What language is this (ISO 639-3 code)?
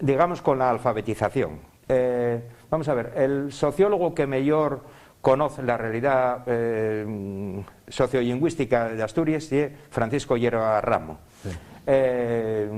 ast